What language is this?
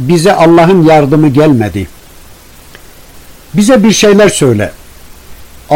Turkish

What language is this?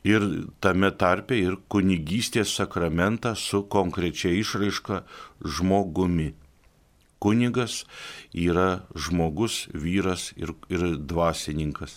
Lithuanian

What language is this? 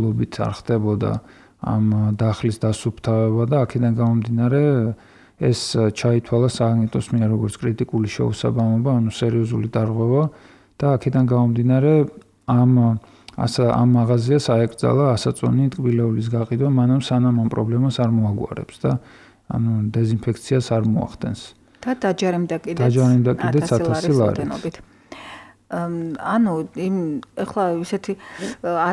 Georgian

